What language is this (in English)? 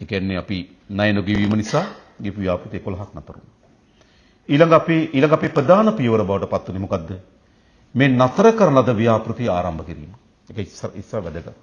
Sinhala